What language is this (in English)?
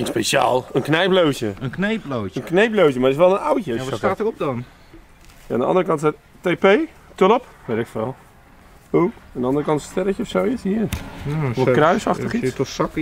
Dutch